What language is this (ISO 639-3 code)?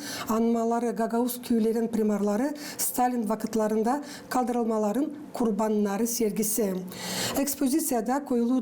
gag